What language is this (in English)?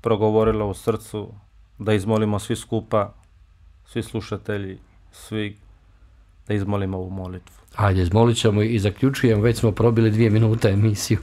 Bosnian